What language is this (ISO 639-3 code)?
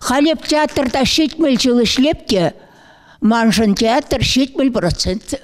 chv